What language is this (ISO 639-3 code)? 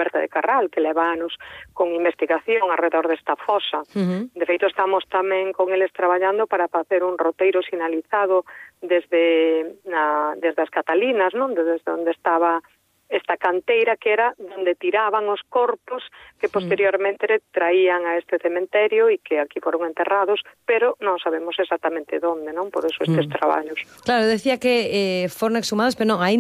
glg